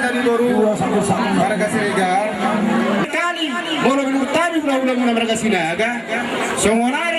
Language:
Batak Toba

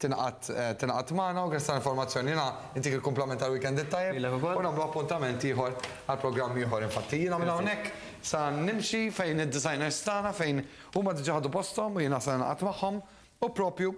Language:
Maltese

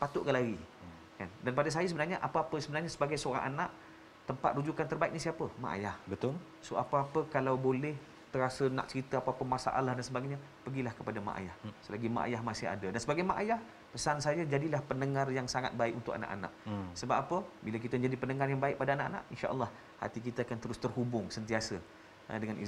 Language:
Malay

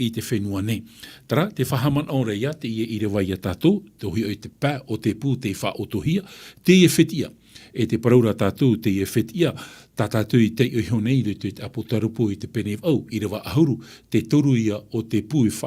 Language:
Tahitian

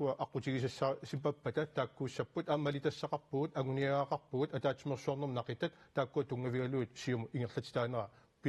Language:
Kalaallisut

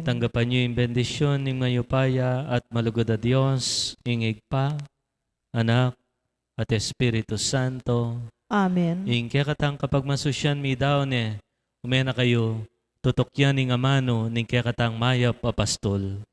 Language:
Pampanga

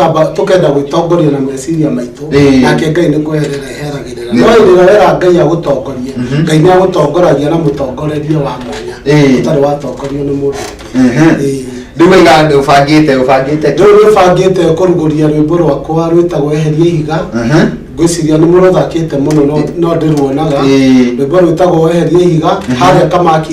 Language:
Kikuyu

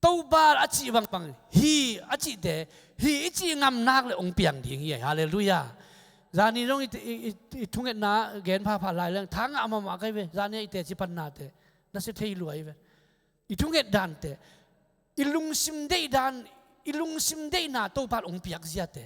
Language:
Tedim Chin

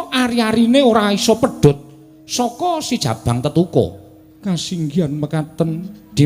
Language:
Javanese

